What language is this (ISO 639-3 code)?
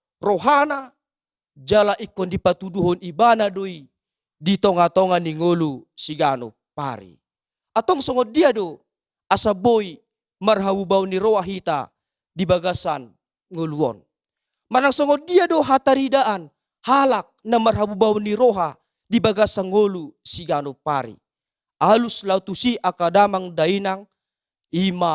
bbc